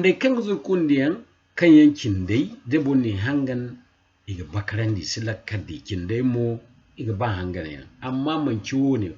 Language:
Zarma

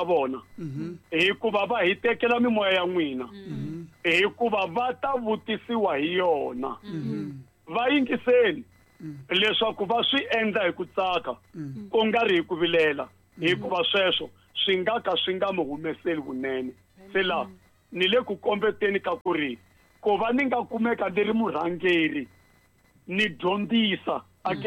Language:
Tsonga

